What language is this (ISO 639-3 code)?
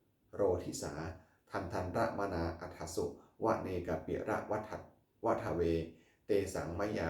pli